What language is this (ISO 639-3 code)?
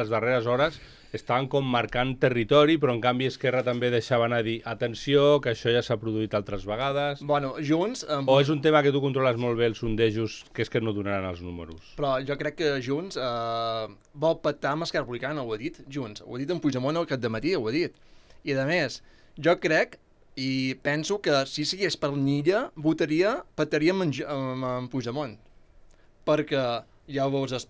cat